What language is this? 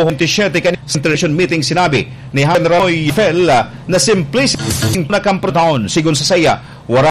Bikol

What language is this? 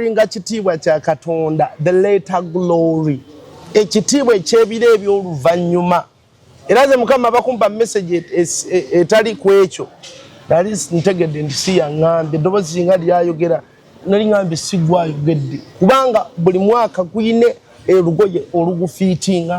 Ganda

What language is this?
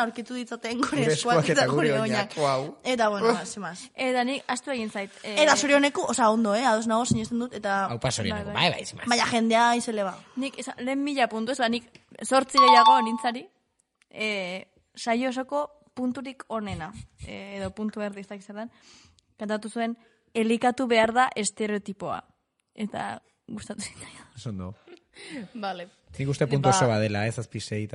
Basque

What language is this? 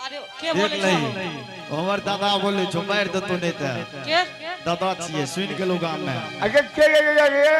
Angika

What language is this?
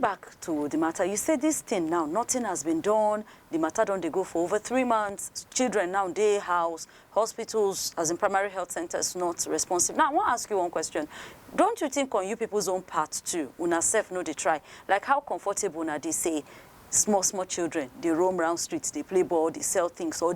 Nigerian Pidgin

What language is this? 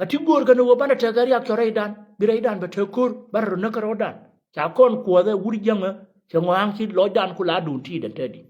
Nuer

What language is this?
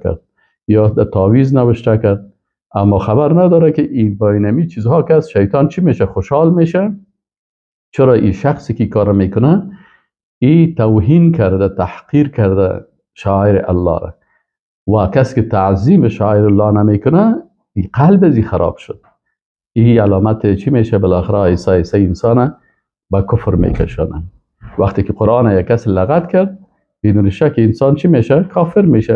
Persian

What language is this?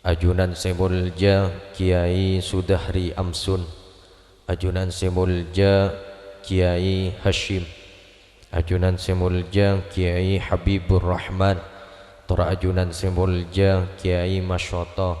Madurese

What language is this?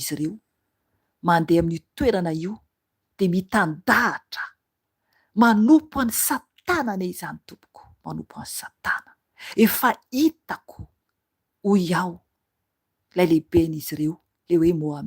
Malagasy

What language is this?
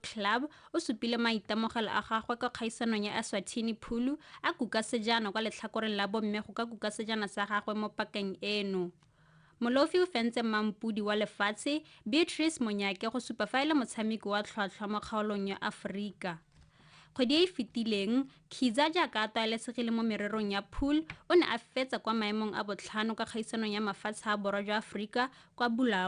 Tswana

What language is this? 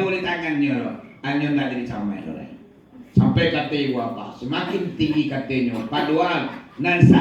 Minangkabau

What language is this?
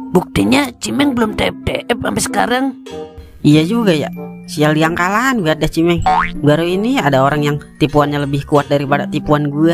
Betawi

